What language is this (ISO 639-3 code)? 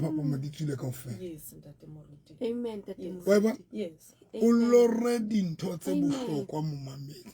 sot